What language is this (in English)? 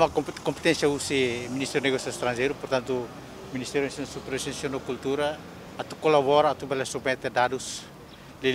Tetum